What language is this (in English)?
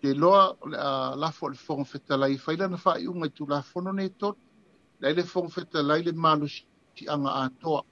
Samoan